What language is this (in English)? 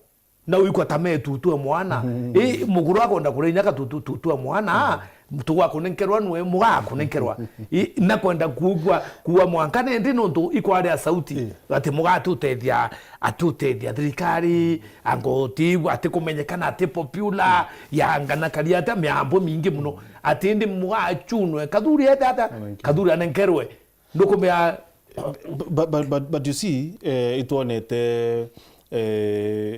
Meru